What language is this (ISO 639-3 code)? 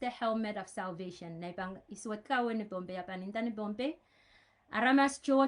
pon